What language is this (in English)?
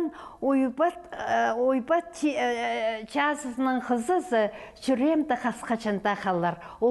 Khakas